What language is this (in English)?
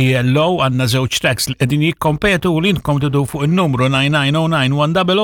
Maltese